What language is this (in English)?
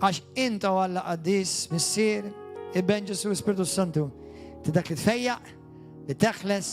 Maltese